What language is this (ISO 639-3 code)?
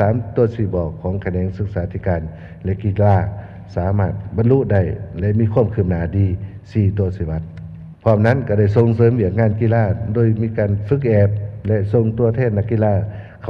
lao